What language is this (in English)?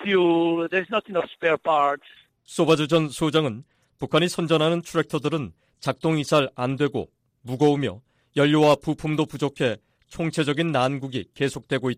Korean